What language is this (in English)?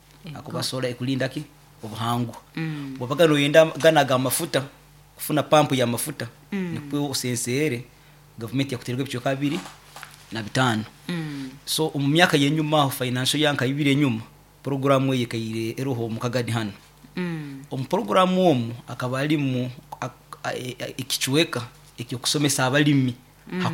Nyoro